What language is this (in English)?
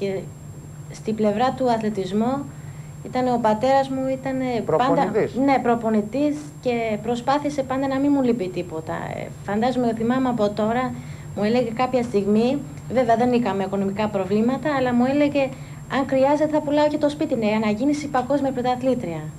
Greek